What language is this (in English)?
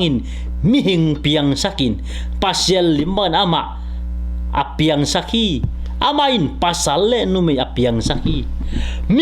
Tedim Chin